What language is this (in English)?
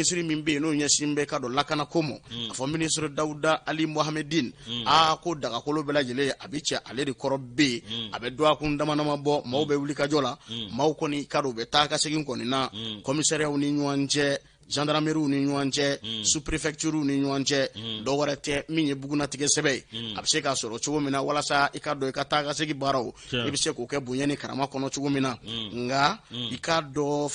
Bambara